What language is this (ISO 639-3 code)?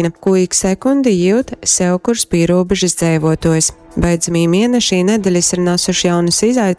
ltg